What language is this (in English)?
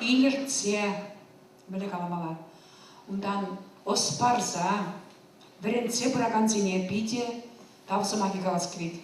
Chuvash